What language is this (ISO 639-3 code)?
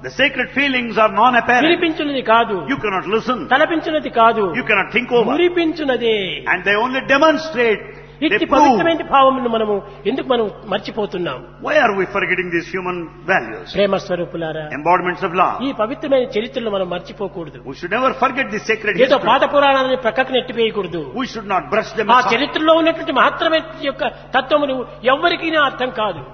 tel